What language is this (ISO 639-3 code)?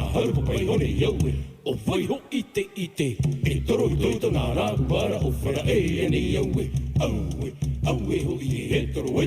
tah